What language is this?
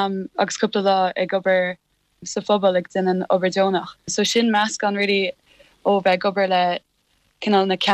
Irish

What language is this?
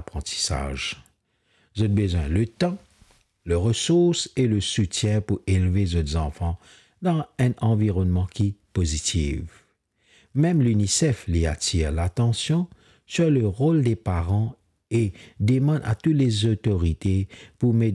Morisyen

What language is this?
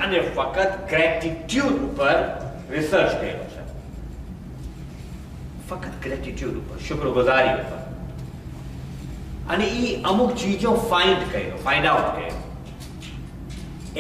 Gujarati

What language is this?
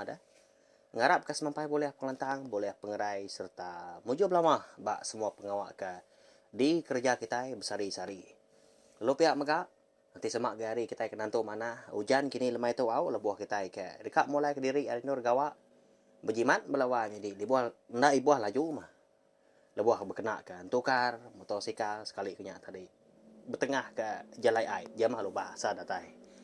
Iban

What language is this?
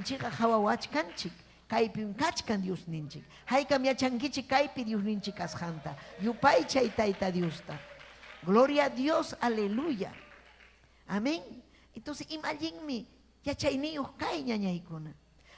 Ayacucho Quechua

